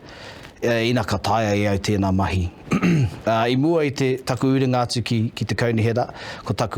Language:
Māori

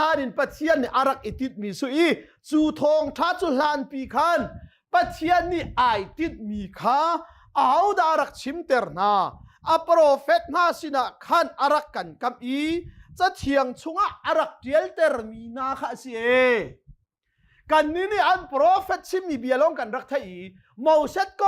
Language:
Hakha Chin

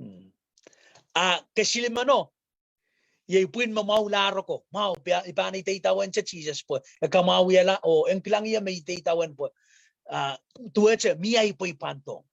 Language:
Pohnpeian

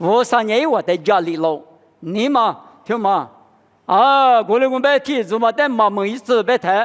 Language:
Lisu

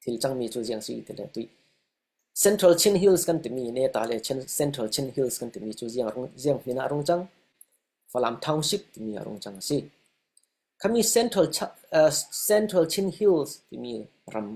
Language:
Falam Chin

